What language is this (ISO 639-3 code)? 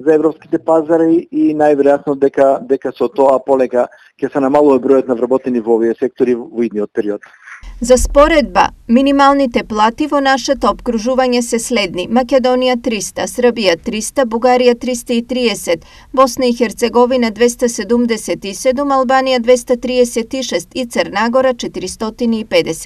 mkd